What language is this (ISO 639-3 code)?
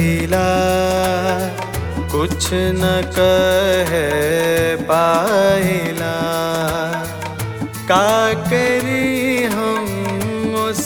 bho